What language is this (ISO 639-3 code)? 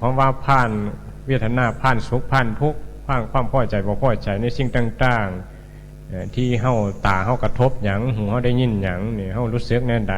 tts